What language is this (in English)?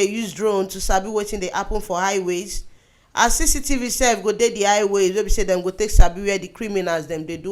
Nigerian Pidgin